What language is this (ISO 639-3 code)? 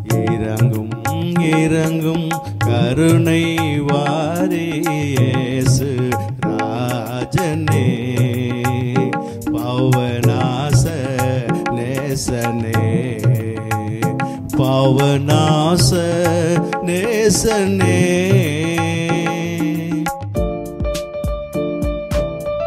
tam